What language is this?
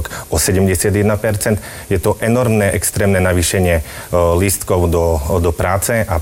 Slovak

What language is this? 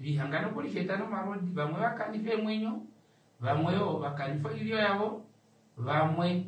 Kuanyama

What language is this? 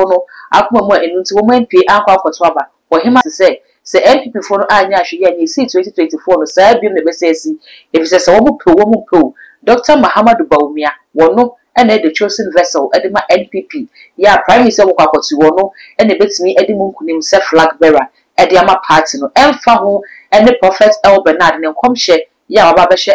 Akan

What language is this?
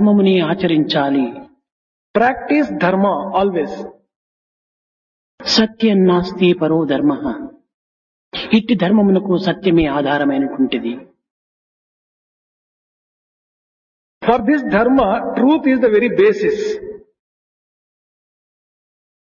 Telugu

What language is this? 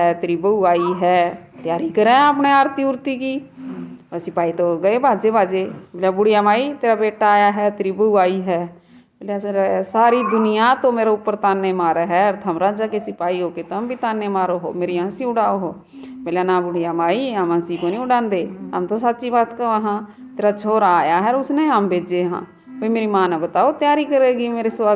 Haryanvi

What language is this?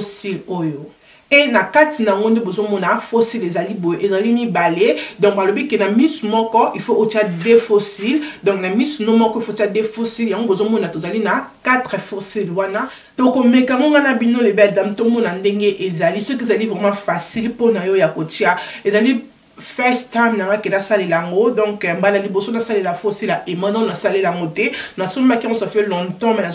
Lingala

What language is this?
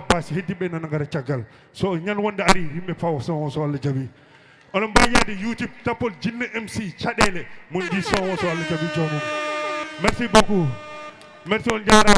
Fula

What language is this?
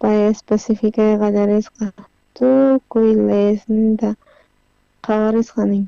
South Bolivian Quechua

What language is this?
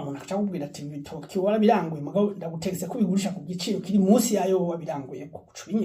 Rundi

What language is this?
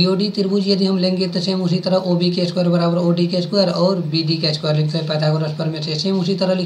Hindi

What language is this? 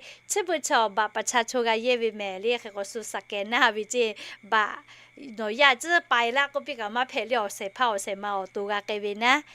Lahu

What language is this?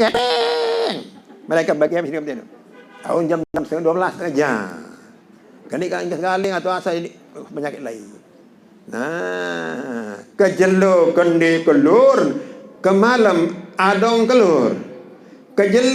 Sasak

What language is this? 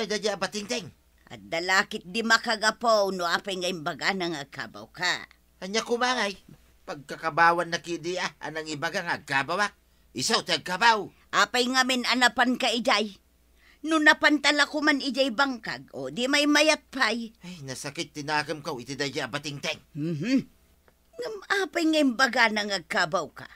Iloko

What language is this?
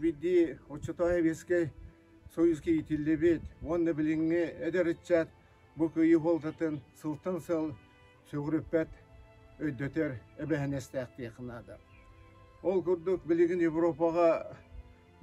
Yakut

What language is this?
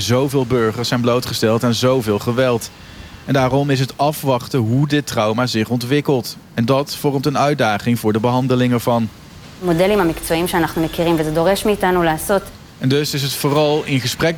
Dutch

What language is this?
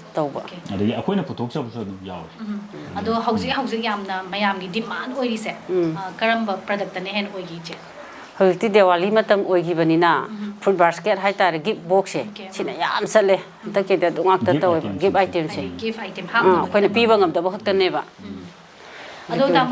Manipuri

